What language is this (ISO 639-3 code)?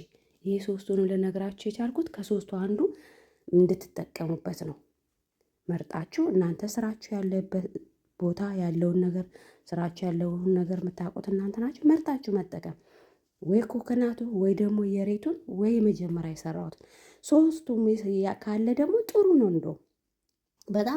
amh